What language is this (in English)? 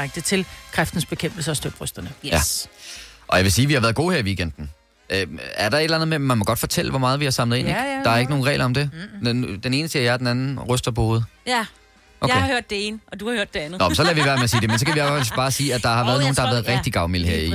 Danish